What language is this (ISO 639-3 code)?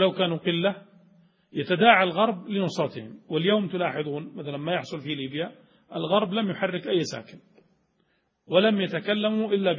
ara